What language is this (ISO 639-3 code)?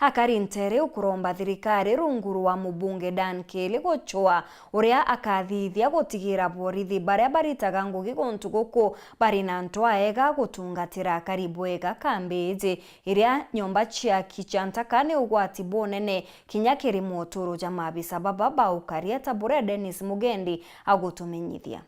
mer